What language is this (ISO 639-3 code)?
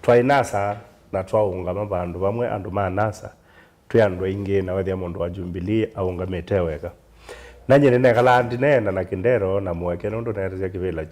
kam